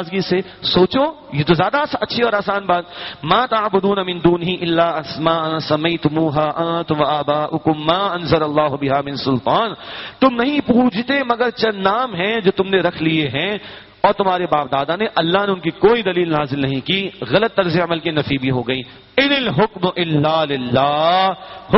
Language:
Urdu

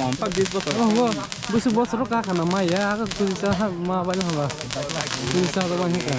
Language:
Kok Borok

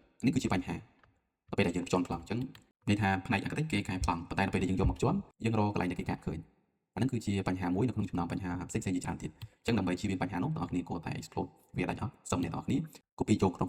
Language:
Khmer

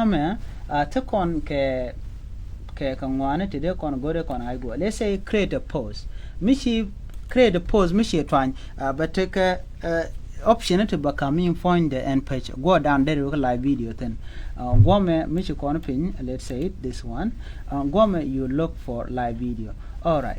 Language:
Nuer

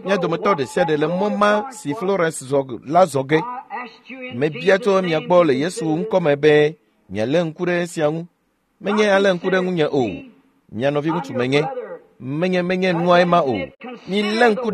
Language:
Ewe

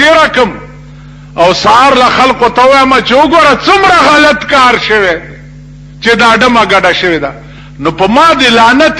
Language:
Pashto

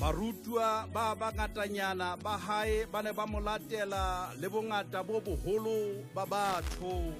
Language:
Southern Sotho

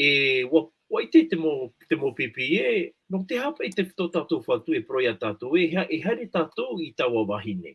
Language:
Tahitian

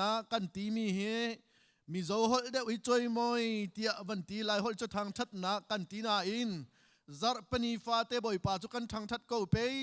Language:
Hakha Chin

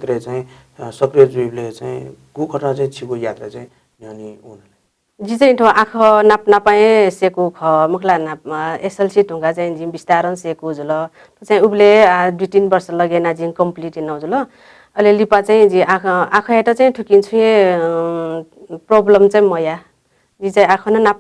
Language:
Newari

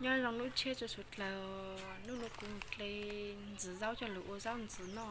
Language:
Hmong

